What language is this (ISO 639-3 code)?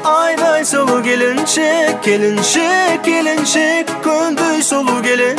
kaz